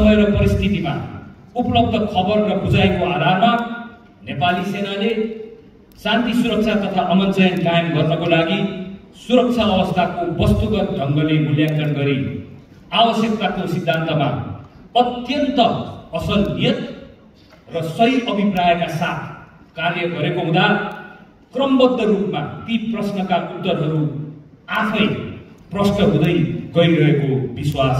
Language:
Nepali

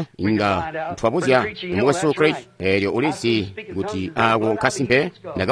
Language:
Tonga (Zambia)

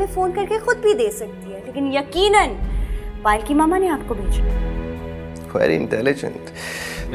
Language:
Hindi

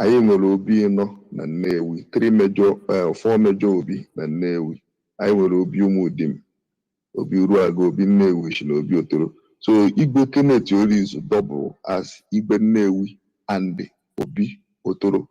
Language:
Igbo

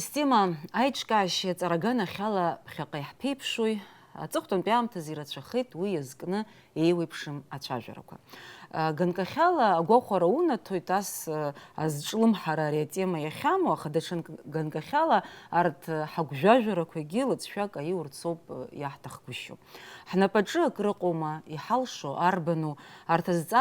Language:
Abkhazian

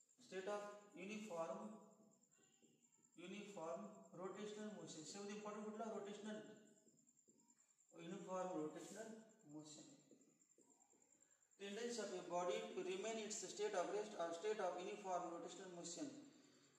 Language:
Marathi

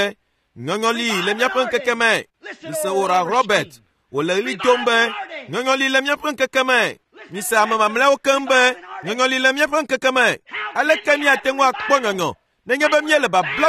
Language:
Ewe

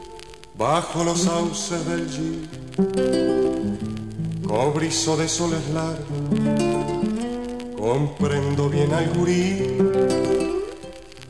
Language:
Spanish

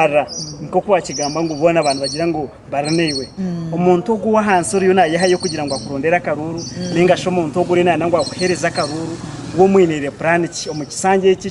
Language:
Nyankole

